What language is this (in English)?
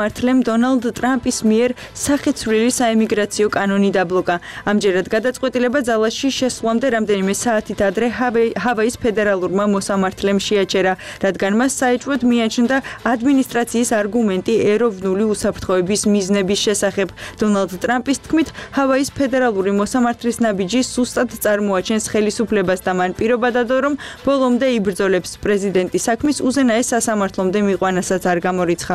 Georgian